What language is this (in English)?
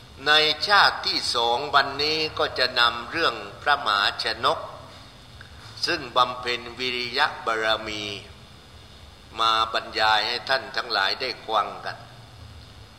Thai